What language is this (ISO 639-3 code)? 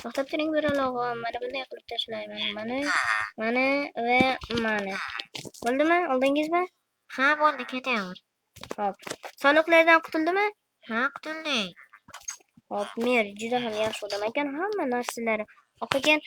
uzb